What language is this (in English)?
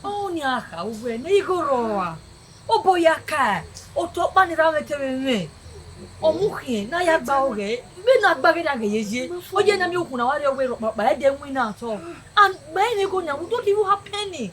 Bini